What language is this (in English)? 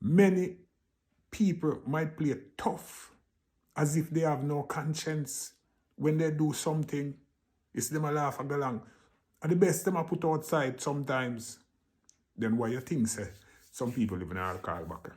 Jamaican Creole English